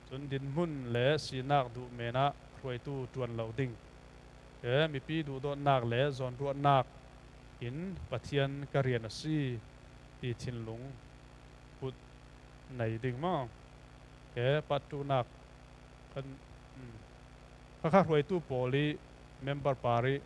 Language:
Falam Chin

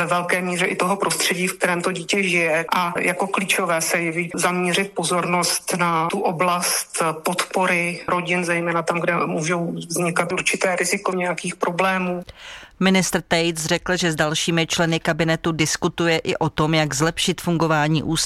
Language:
Czech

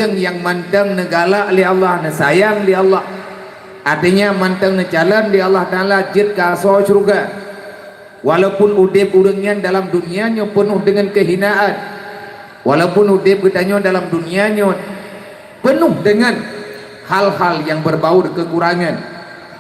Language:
Achinese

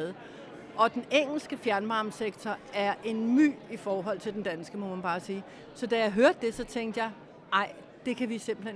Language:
Danish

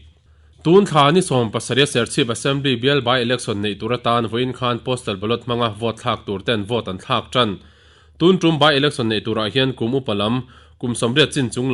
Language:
Mizo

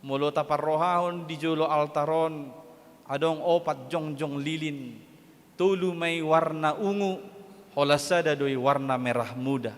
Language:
Batak Toba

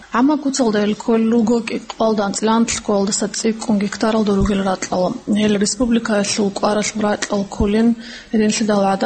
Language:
Avaric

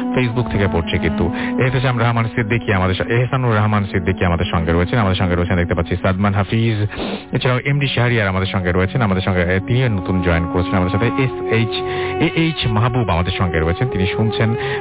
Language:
Bangla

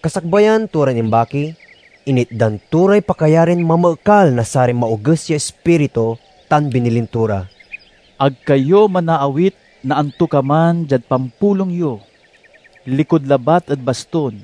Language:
Pangasinan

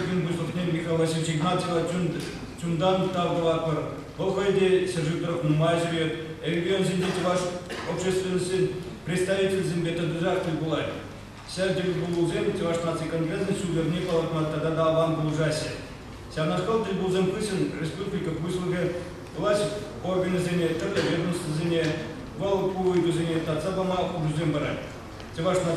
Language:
Chuvash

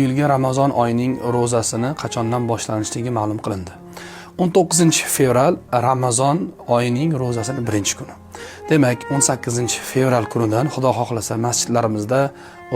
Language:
Uzbek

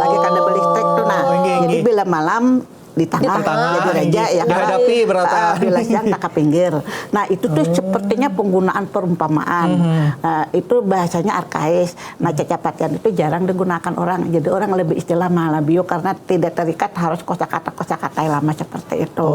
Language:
Banjar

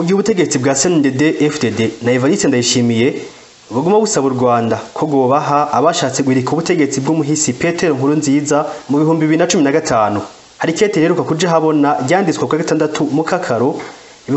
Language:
Rundi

